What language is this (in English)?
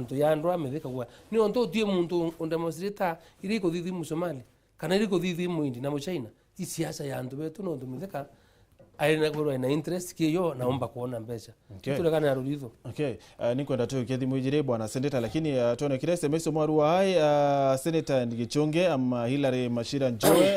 Meru